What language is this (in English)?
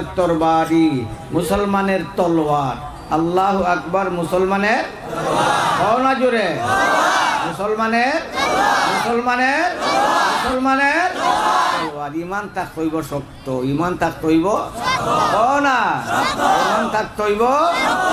Sylheti